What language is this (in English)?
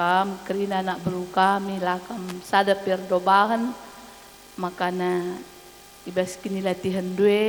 Batak Karo